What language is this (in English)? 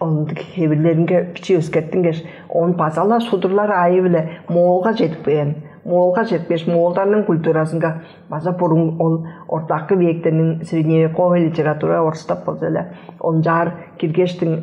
Tuvinian